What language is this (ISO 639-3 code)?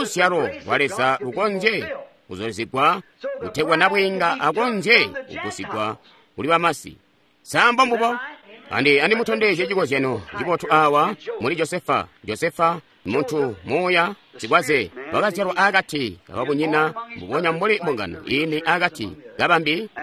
toi